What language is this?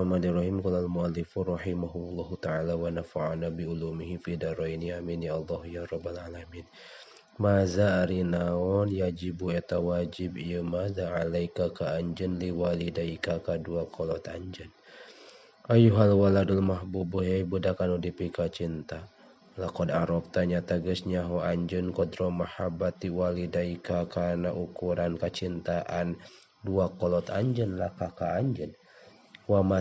Sundanese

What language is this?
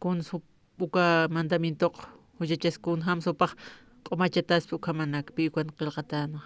Aymara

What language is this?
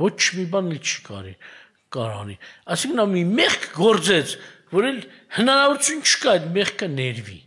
Armenian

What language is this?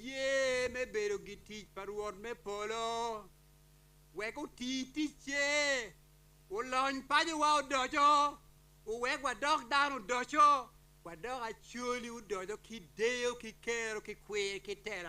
Acoli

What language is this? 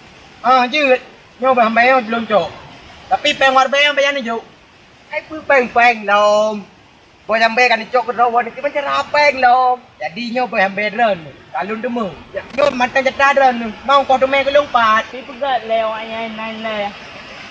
Achinese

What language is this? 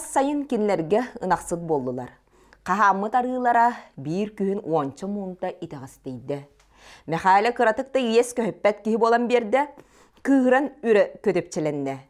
Yakut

